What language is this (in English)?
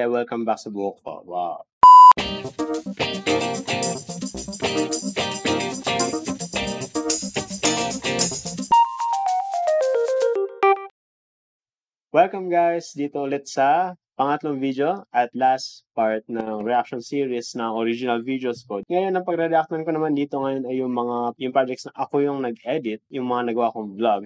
Filipino